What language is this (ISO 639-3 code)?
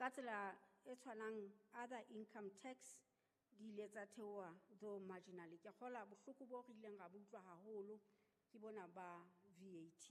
sot